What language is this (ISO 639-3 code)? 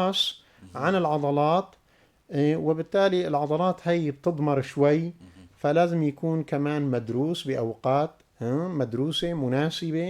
apc